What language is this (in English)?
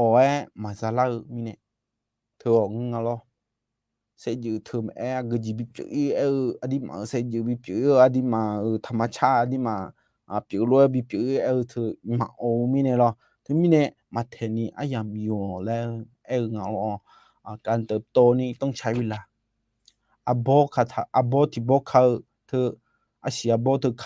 Akha